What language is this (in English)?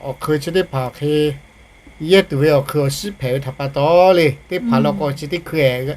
Lahu